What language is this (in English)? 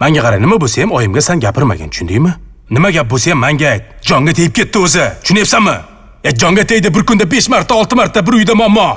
Uzbek